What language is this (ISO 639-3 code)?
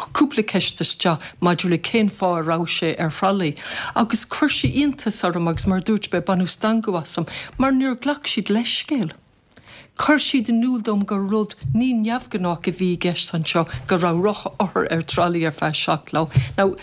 gle